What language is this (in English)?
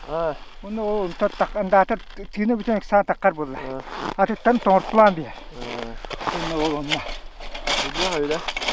Yakut